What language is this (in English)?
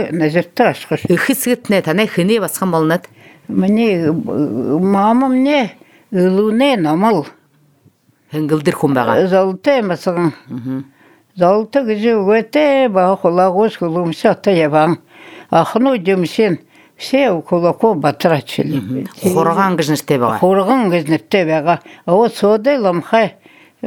Buriat